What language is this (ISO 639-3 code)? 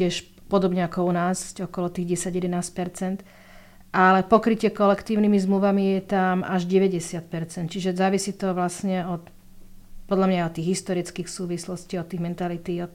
slk